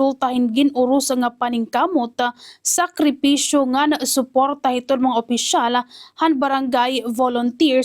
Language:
Waray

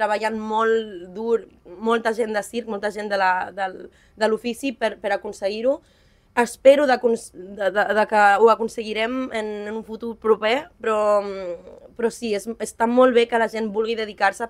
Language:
Catalan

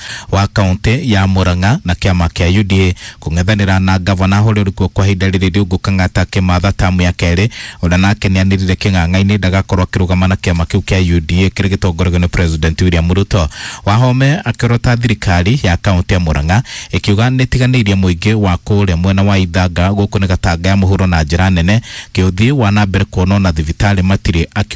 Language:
Kikuyu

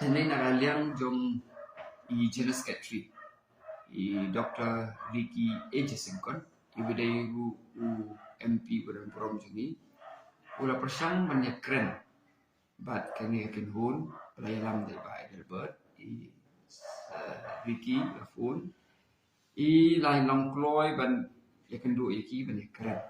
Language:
Khasi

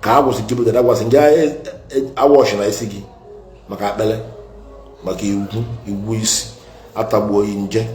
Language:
Igbo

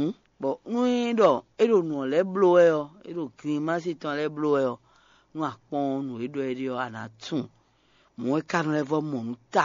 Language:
Fon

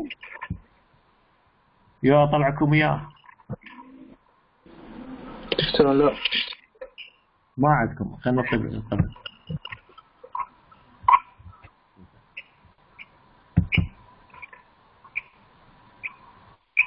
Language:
Mesopotamian Arabic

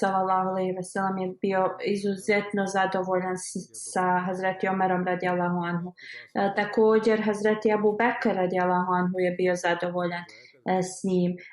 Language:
Bosnian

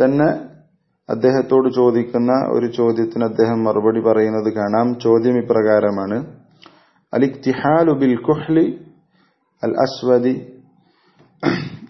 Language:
Malayalam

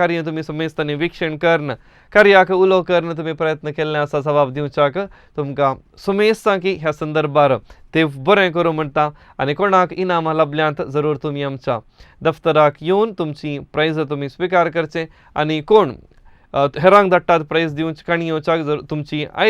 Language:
Konkani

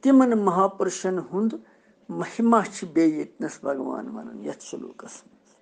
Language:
Kashmiri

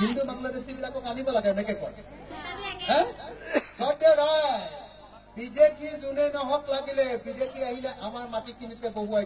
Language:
Assamese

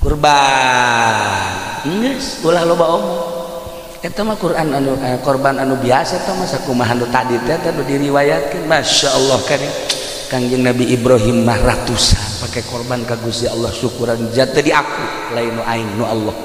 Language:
Sundanese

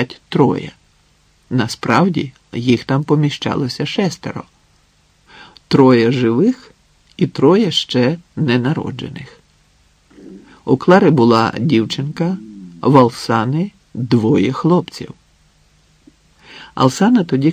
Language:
Ukrainian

